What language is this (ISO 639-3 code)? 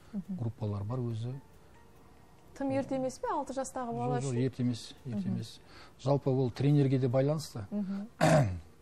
kaz